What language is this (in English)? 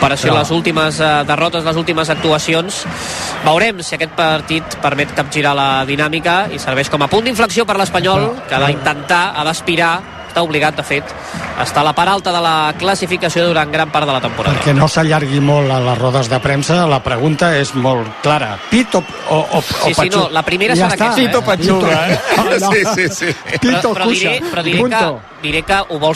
Catalan